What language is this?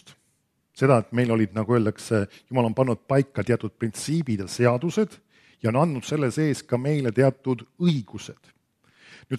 Estonian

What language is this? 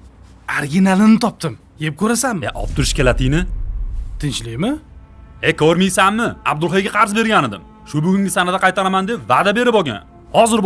Uzbek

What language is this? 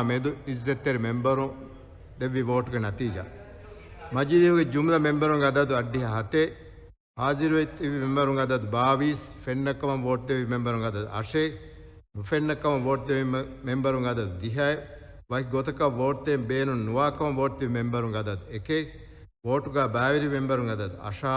Divehi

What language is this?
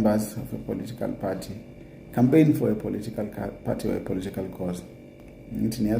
Zulu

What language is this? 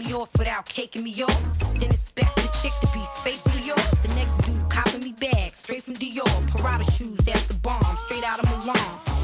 English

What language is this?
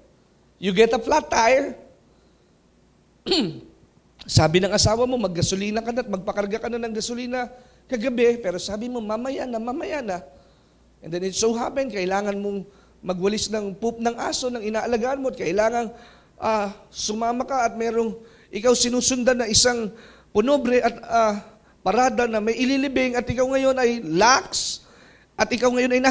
Filipino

